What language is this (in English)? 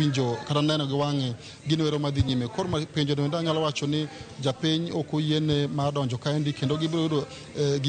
Luo (Kenya and Tanzania)